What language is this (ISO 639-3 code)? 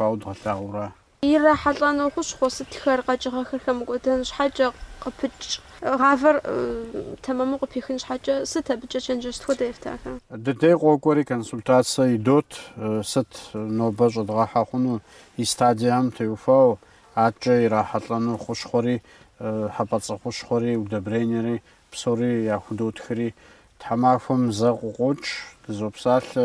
kbd